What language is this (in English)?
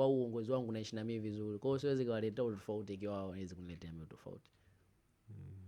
Swahili